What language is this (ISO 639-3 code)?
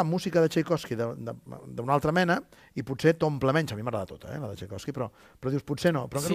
cat